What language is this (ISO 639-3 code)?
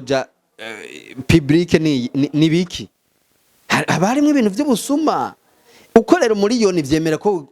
run